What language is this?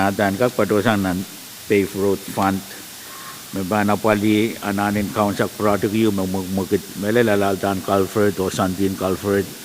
Pohnpeian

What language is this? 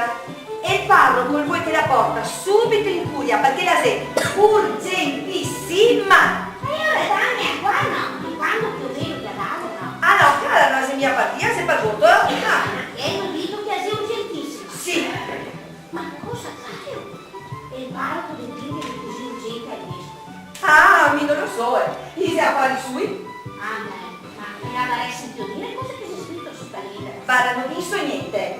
Venetian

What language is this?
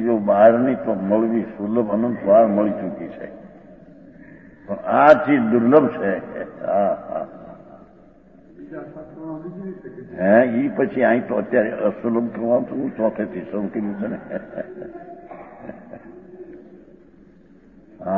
Gujarati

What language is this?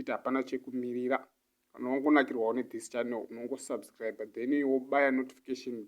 Shona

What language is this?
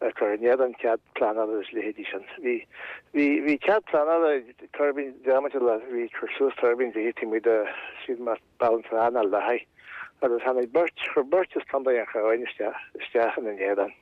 Irish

